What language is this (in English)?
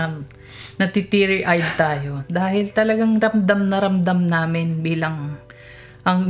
Filipino